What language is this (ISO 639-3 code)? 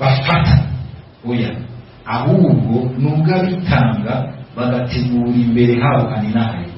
run